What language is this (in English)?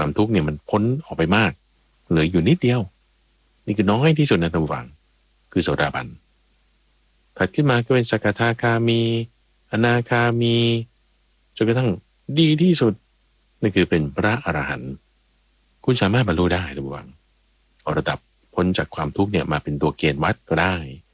Thai